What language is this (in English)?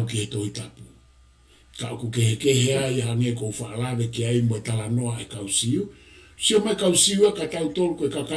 Tongan